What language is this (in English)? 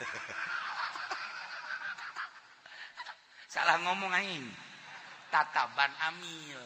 Sundanese